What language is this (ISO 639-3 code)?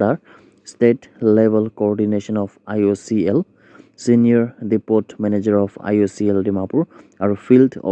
nag